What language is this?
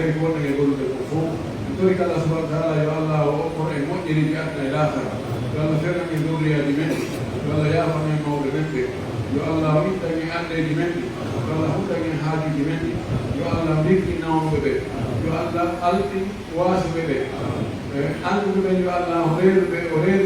Pular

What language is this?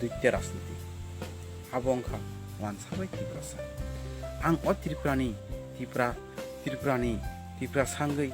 Kok Borok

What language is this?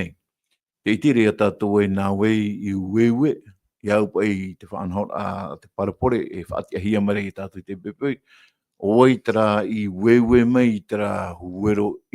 Tahitian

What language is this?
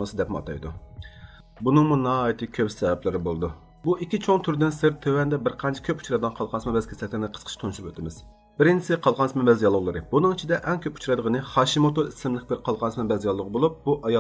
Uyghur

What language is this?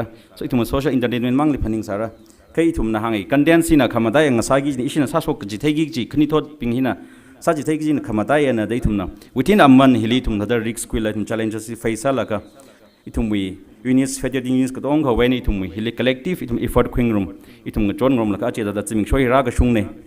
Tangkhul Naga (India)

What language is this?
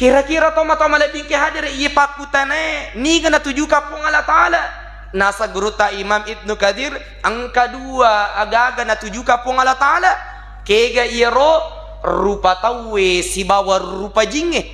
Buginese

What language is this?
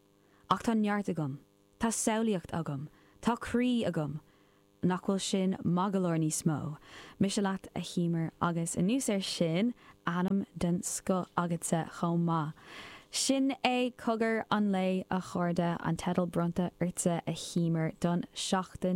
Irish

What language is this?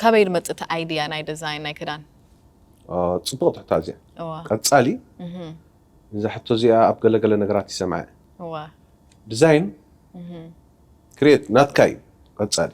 Tigrinya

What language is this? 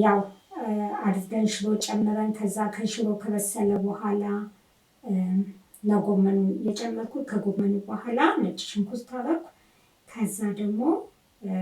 Amharic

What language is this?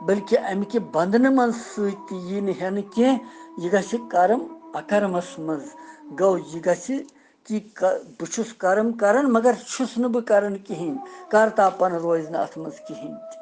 Kashmiri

